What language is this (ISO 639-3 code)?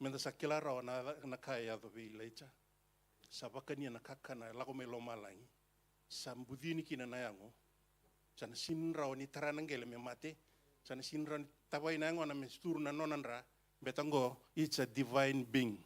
fij